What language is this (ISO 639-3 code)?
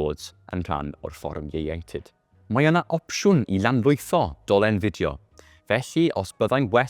cym